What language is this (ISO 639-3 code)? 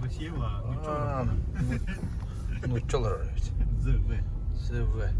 sah